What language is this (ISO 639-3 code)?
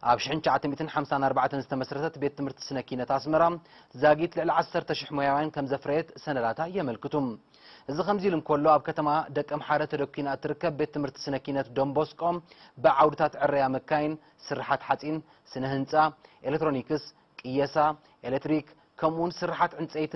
tir